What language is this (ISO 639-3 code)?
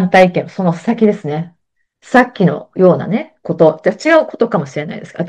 jpn